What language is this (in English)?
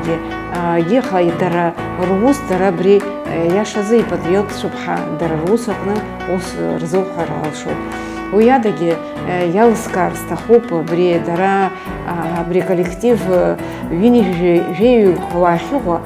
Abkhazian